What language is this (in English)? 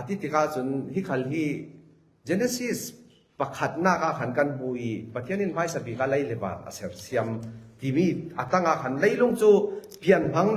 Falam Chin